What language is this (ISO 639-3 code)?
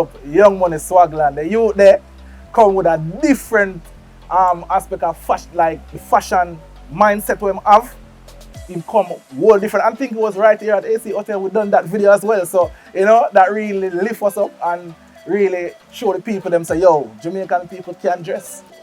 jam